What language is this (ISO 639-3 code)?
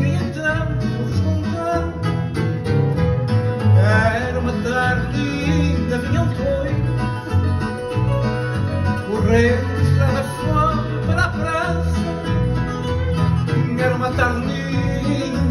por